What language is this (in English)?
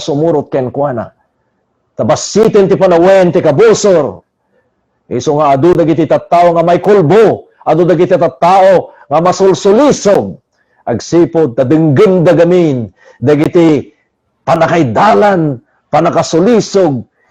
Iloko